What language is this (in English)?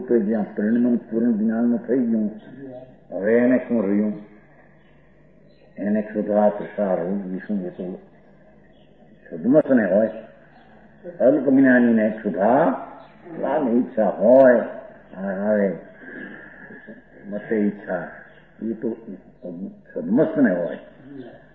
Gujarati